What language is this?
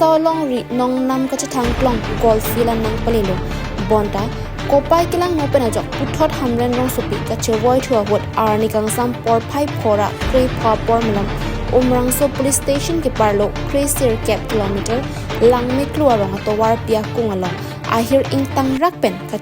Karbi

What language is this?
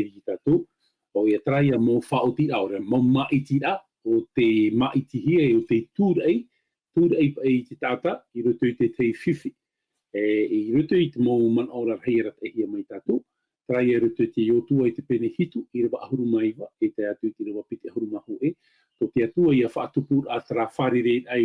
Tahitian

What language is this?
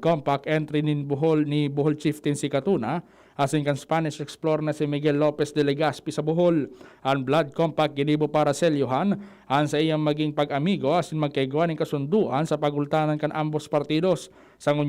Bikol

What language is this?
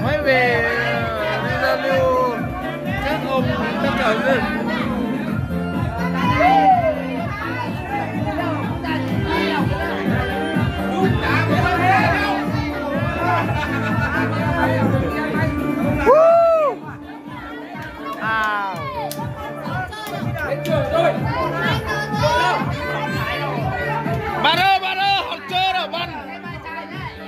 Vietnamese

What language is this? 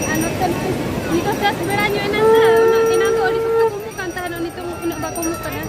Santali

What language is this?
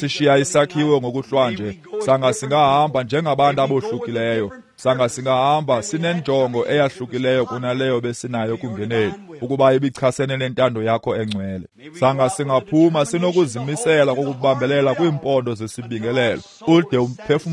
Xhosa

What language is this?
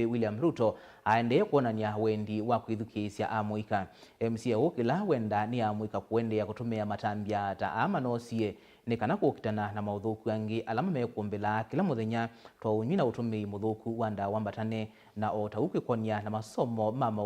Kamba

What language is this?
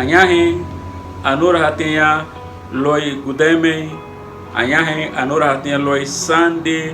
Garifuna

